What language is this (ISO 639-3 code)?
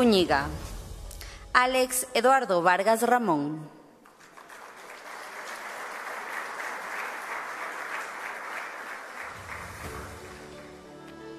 spa